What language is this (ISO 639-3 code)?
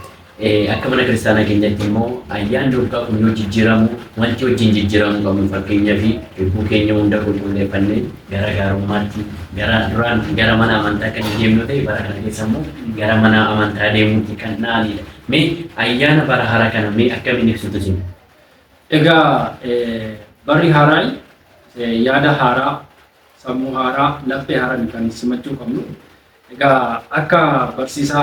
orm